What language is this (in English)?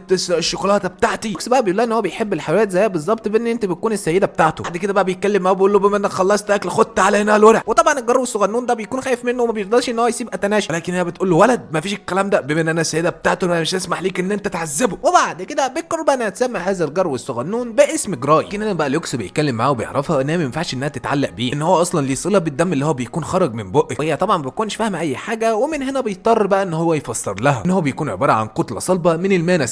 Egyptian Arabic